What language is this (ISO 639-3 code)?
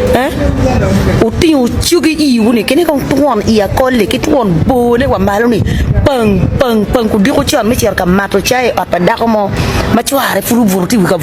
ach